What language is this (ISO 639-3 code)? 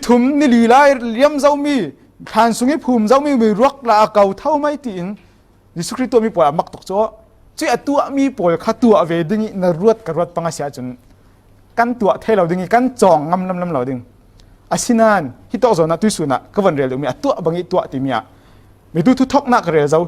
cfm